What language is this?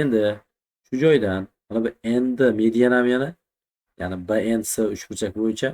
Uzbek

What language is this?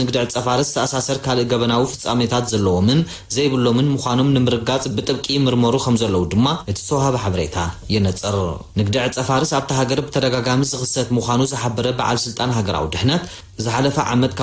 Tigrinya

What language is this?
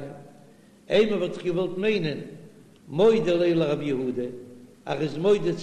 Yiddish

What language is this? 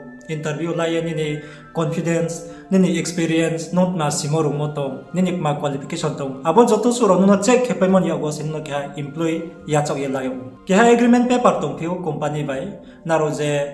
Riang (India)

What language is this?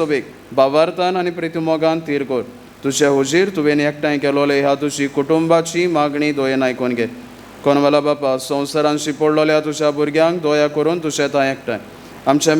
Konkani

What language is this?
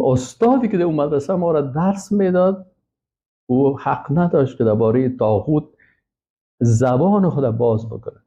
Persian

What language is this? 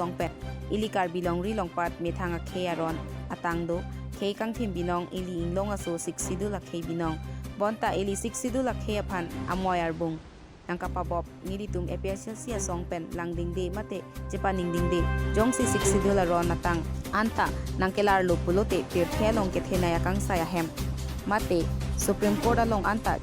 Karbi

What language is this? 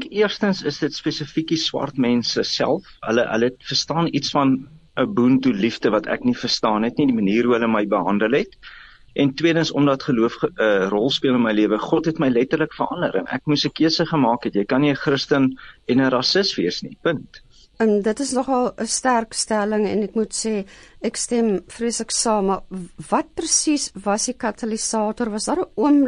Afrikaans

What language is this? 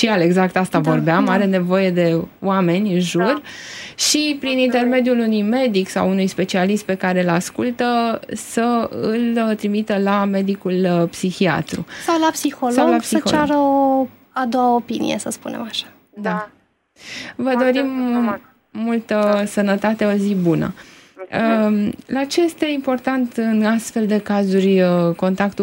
Romanian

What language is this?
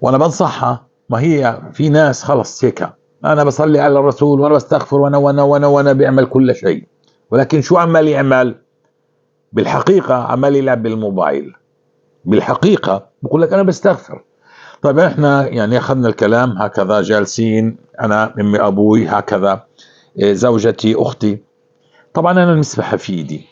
North Levantine Arabic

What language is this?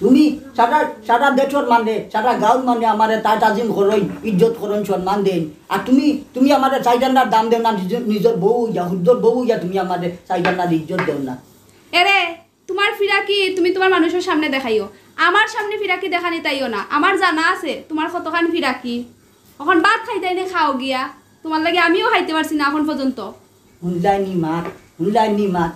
Sylheti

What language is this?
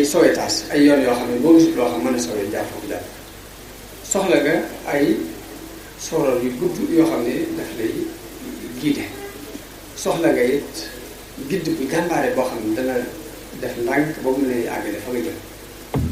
Wolof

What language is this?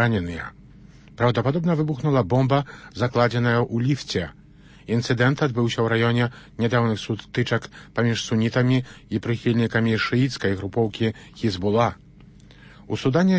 Belarusian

